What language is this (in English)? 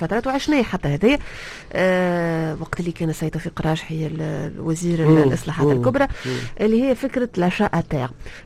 Tunisian Arabic